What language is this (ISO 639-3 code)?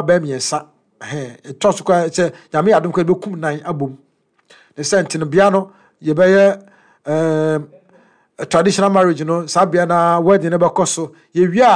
aka